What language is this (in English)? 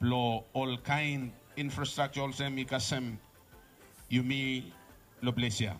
Bislama